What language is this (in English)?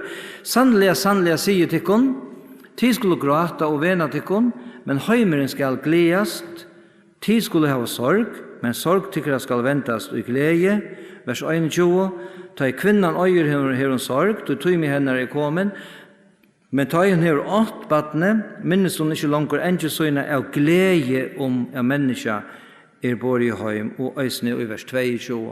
Faroese